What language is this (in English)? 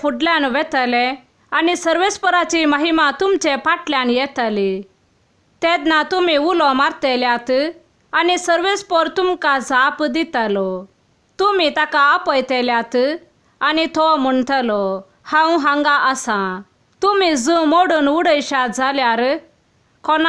Konkani